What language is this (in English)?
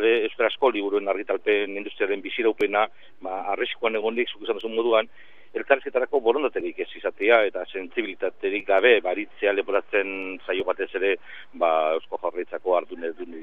Basque